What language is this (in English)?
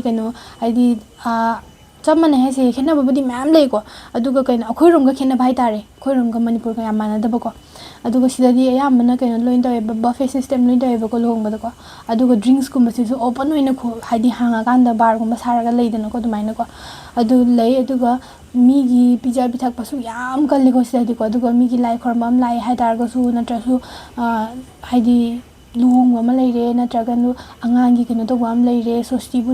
Manipuri